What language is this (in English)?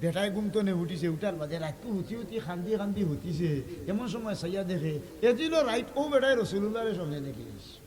Sylheti